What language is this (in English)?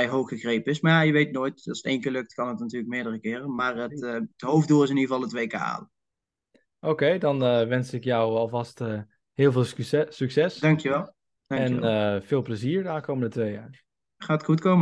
Dutch